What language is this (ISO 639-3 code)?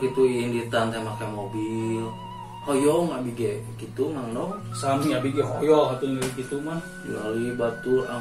sun